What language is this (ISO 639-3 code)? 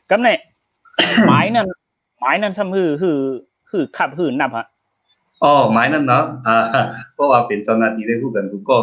shn